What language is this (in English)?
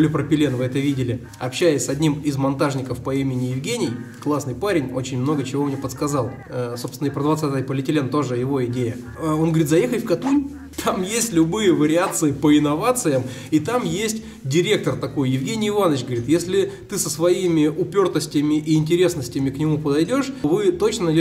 Russian